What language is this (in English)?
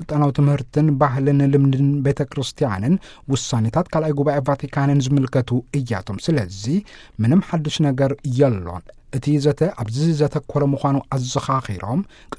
Tigrinya